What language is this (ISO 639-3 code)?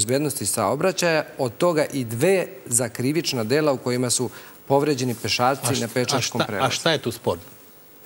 srp